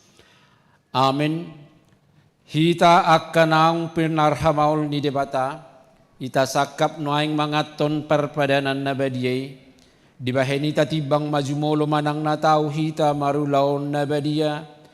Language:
Batak Toba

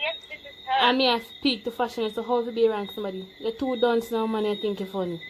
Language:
Jamaican Creole English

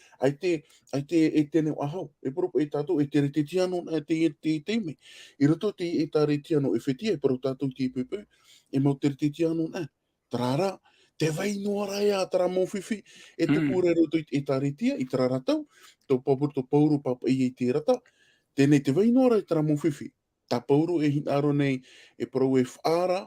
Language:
Tahitian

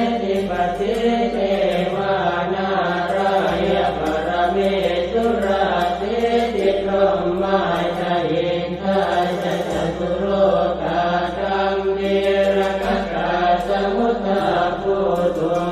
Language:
Pali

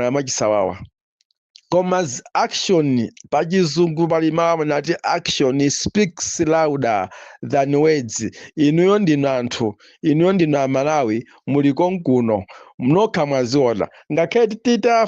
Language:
Nyanja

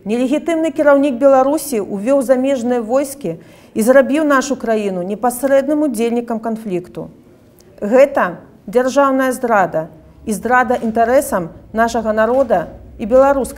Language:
Belarusian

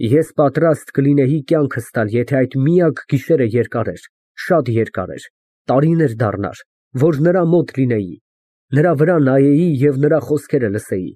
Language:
Armenian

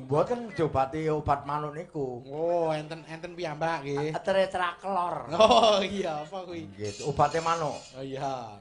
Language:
Javanese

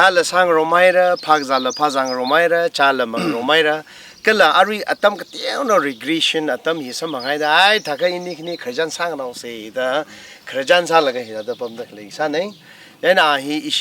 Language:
Tangkhul Naga (India)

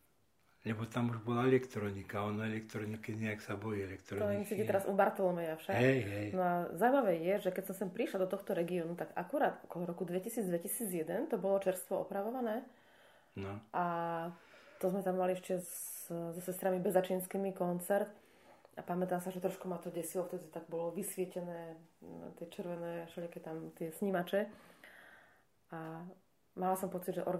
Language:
Slovak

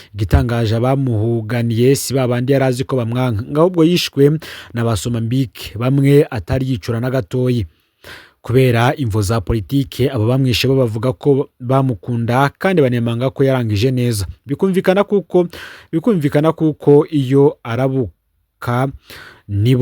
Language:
Rundi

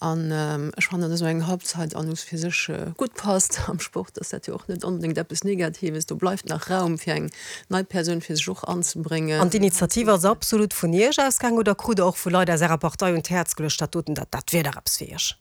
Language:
Luxembourgish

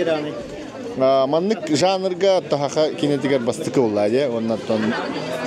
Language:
Yakut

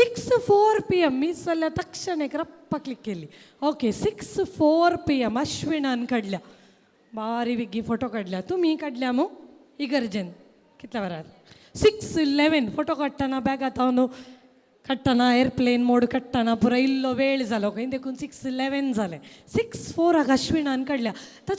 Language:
Konkani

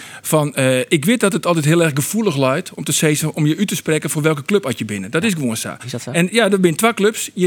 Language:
Western Frisian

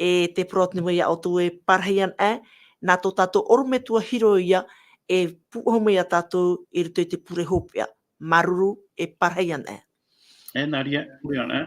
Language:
Tahitian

